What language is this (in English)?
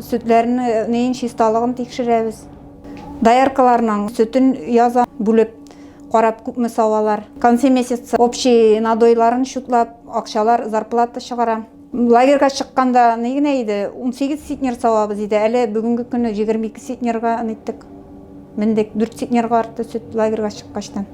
Tatar